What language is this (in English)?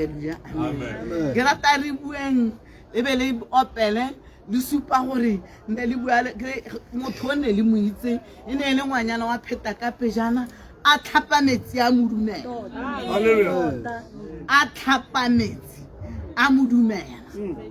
Tswana